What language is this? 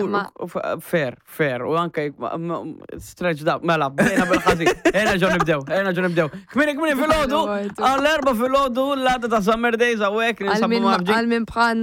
Maltese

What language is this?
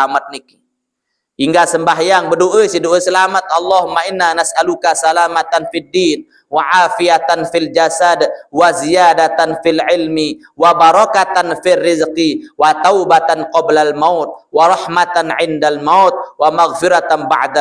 Sasak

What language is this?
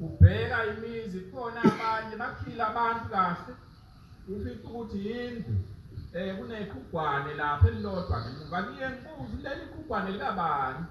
Zulu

